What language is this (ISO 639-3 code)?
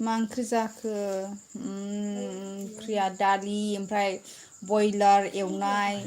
brx